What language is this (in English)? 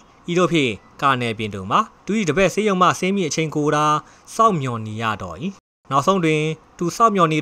Burmese